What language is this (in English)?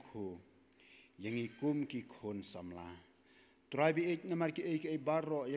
Khasi